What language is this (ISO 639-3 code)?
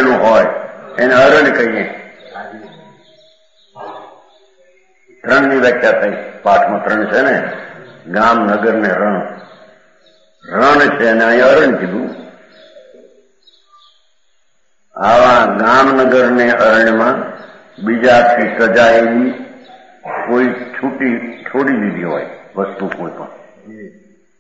guj